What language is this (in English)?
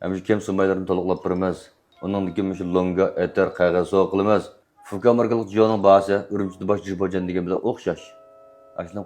Uyghur